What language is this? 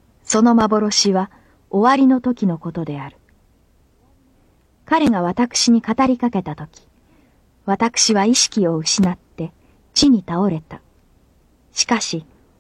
Japanese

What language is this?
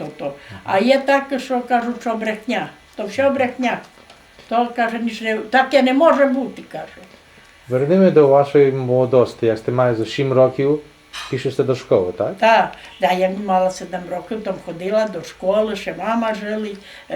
Rusyn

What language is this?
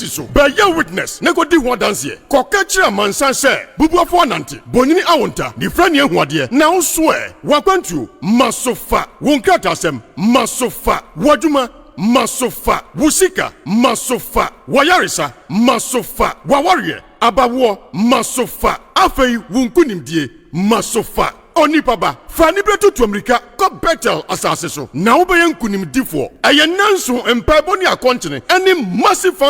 Akan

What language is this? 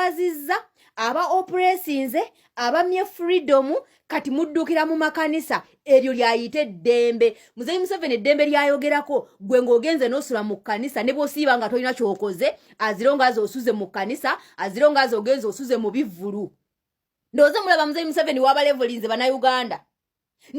Ganda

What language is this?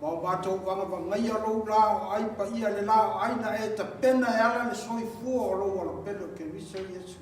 Samoan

